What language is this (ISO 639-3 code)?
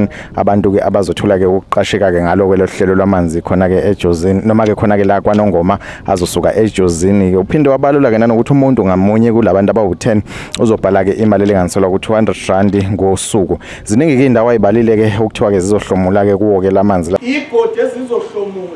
zul